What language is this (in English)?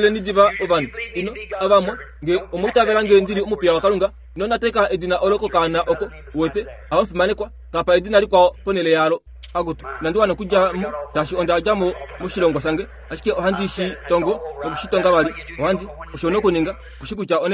Kuanyama